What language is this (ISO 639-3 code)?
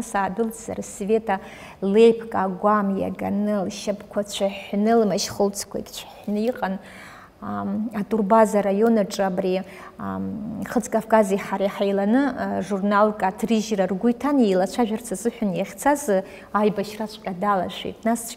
abk